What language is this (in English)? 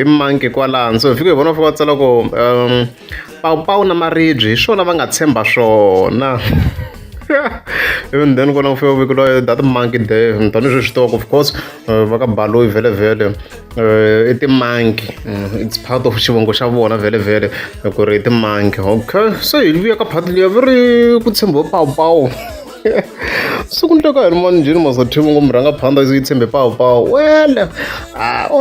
Tsonga